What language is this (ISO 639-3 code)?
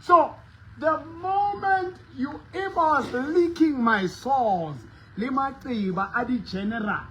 sot